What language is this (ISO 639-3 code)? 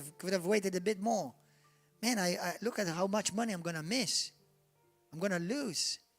eng